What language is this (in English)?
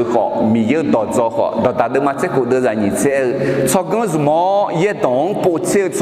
Akha